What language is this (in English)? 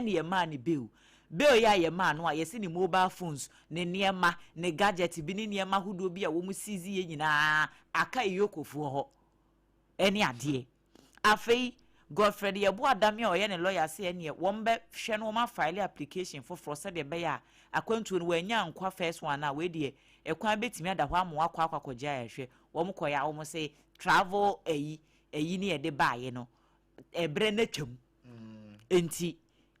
Akan